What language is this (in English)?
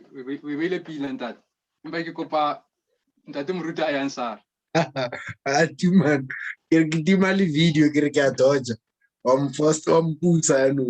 Southern Sotho